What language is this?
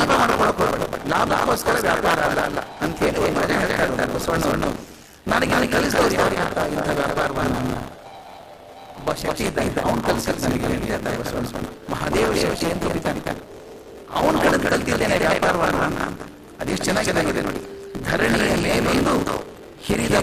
Kannada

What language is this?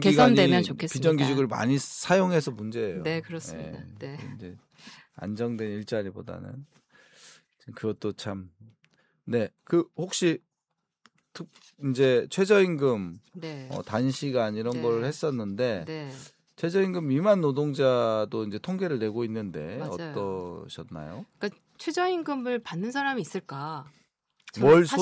Korean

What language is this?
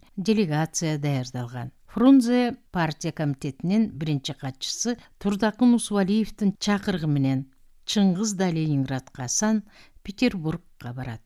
Kyrgyz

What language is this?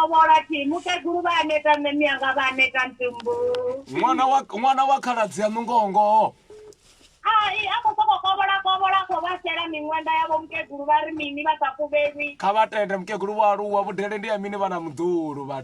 Venda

